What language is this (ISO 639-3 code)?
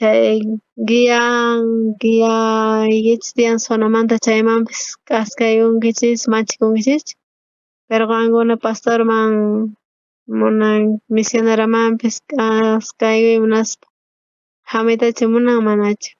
quh